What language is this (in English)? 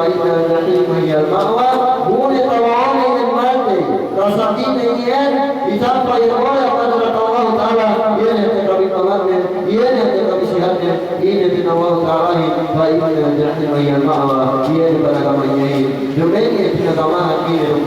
Yakan